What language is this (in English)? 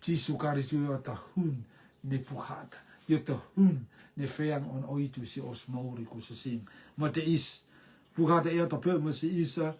Rotuman